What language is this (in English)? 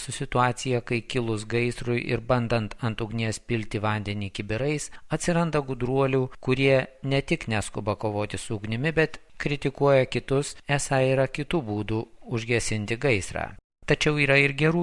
Lithuanian